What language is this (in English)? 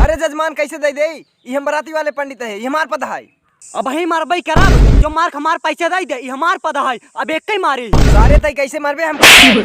Awadhi